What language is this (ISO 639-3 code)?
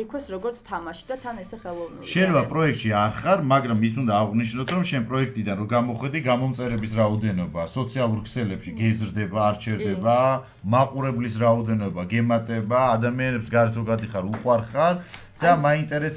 kat